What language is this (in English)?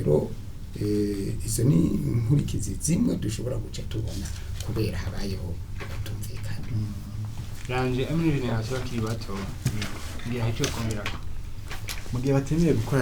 Rundi